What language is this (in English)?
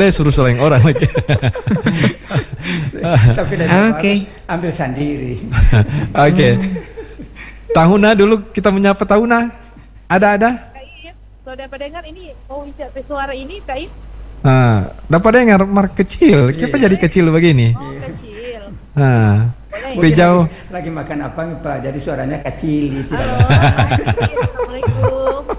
Indonesian